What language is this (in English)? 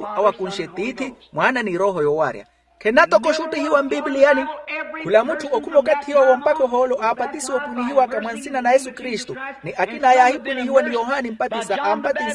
Makhuwa